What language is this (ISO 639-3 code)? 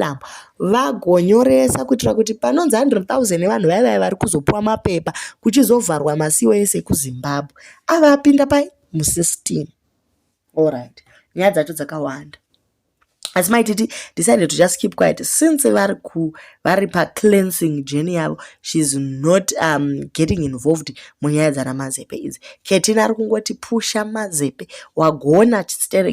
sna